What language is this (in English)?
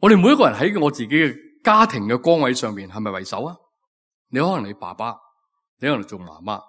Cantonese